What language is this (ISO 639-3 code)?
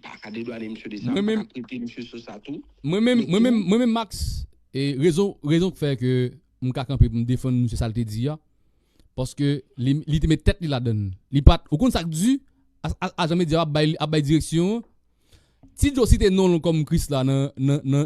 hat